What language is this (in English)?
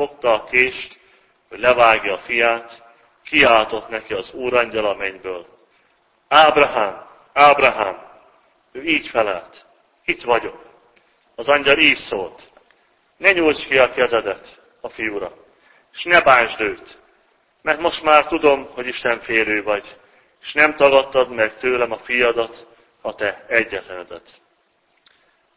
Hungarian